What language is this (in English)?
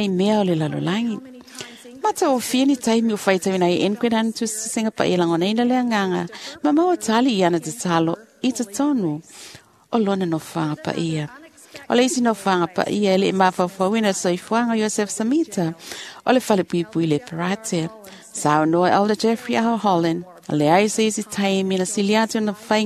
Samoan